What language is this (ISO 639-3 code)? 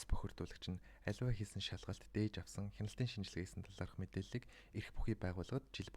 mon